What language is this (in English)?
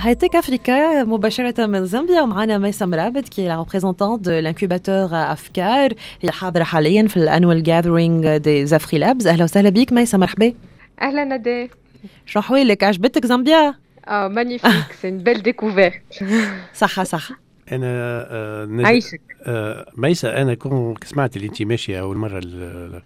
Tunisian Arabic